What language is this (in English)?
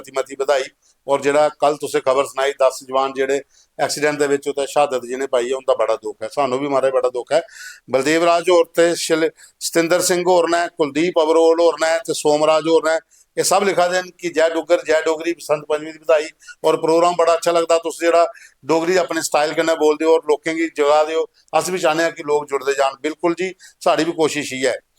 Dogri